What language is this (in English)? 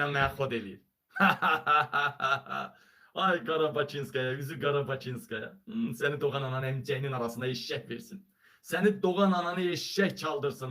Azerbaijani